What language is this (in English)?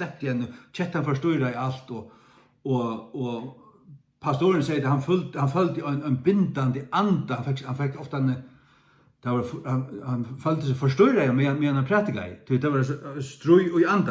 Faroese